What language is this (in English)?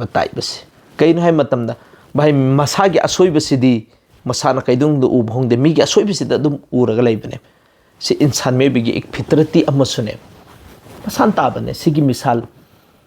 Manipuri